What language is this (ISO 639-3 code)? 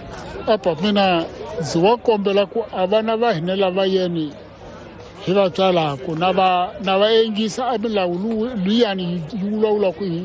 tso